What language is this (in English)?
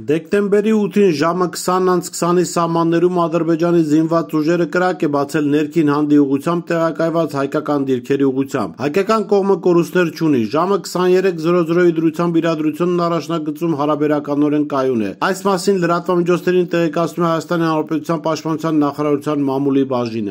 Armenian